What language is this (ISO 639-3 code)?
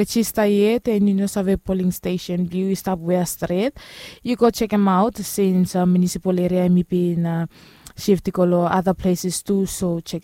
bis